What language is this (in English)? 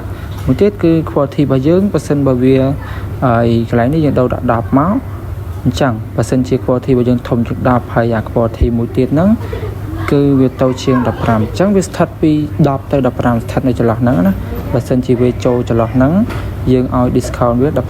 Khmer